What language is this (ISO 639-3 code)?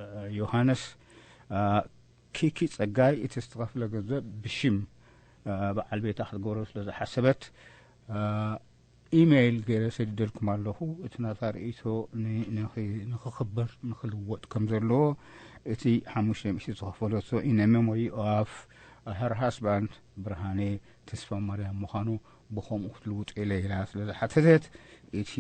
tir